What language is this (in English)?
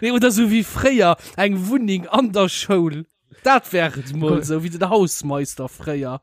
Luxembourgish